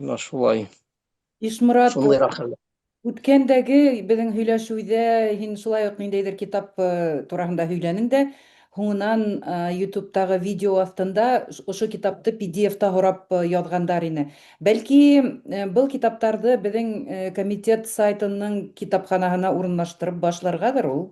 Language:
Bashkir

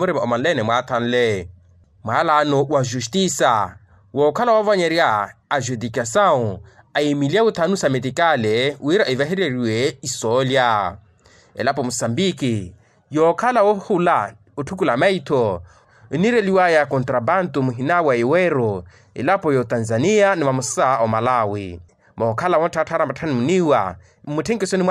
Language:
Makhuwa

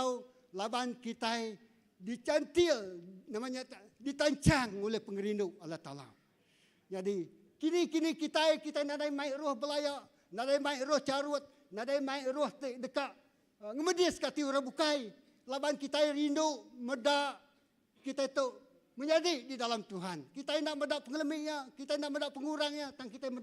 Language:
Iban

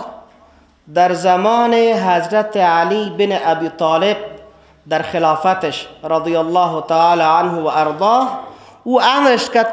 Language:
Persian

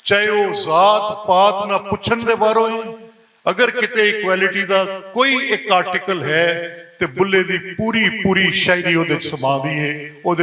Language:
Western Panjabi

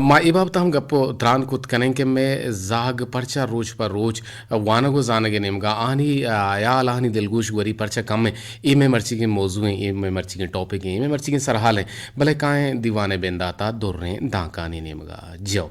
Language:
Eastern Balochi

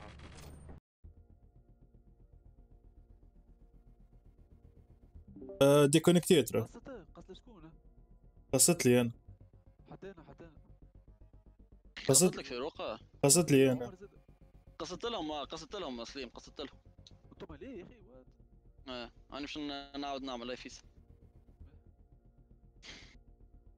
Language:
Tunisian Arabic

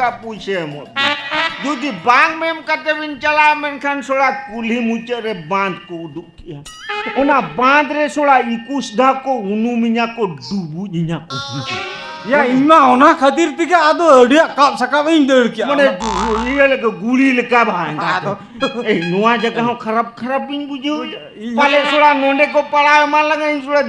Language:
Santali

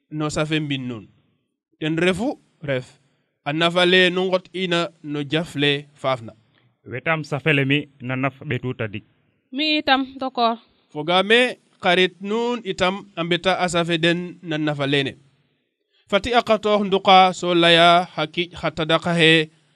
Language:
Serer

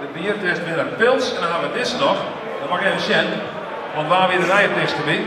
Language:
Western Frisian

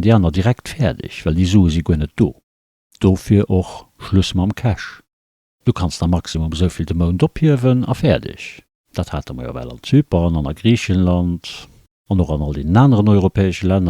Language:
Luxembourgish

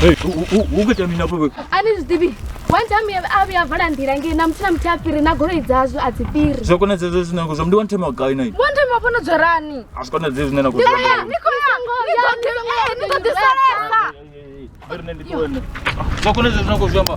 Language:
Venda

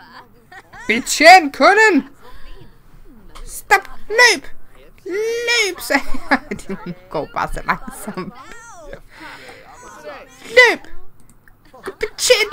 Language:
Danish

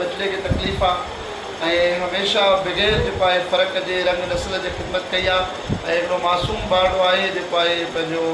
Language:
Sindhi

